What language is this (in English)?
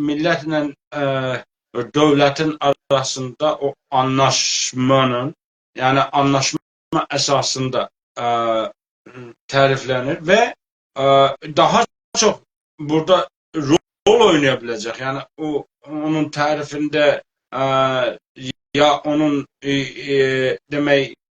South Azerbaijani